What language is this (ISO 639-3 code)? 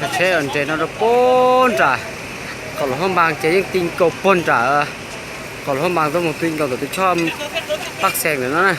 hmn